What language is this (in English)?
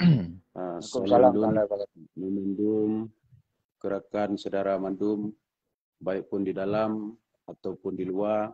Achinese